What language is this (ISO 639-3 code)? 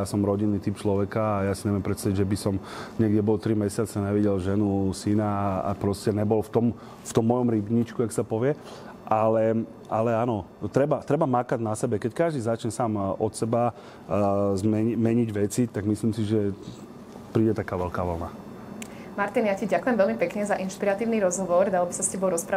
slk